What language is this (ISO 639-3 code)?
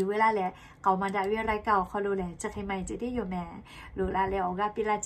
lhu